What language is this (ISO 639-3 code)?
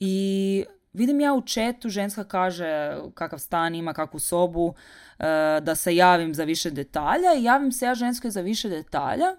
hrv